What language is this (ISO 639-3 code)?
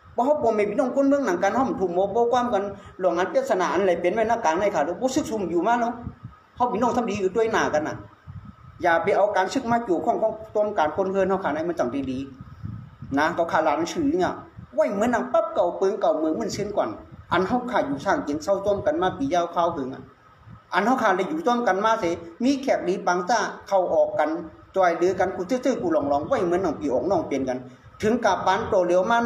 shn